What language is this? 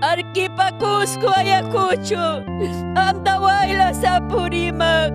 Ayacucho Quechua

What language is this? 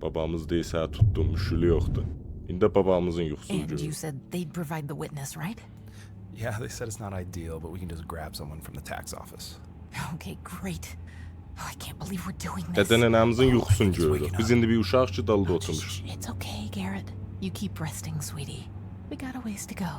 South Azerbaijani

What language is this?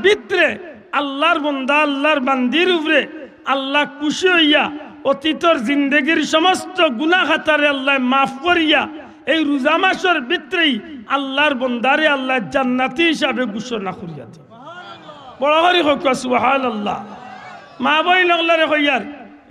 Sylheti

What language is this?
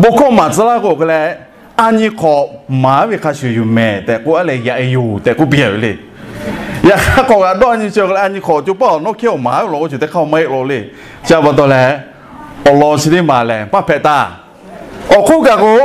Lahu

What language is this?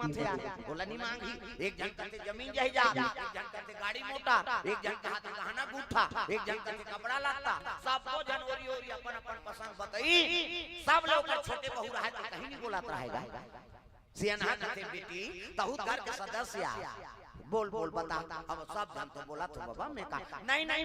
Chhattisgarhi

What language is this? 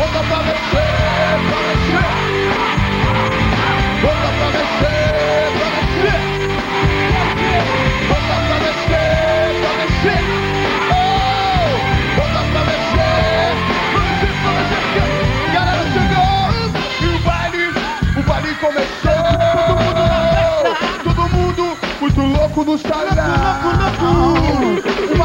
Portuguese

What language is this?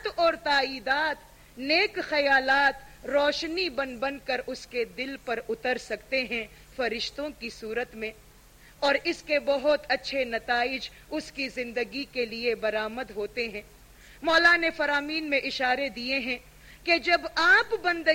Urdu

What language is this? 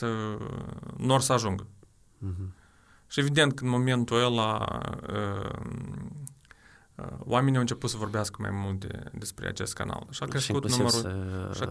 Romanian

